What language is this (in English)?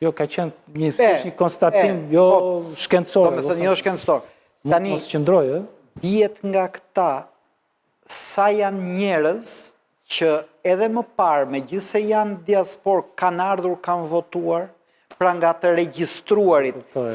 Albanian